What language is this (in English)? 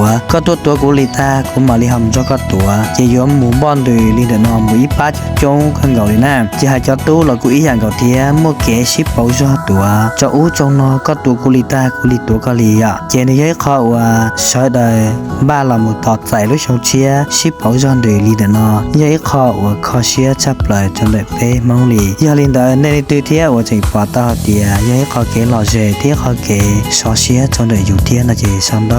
Hmong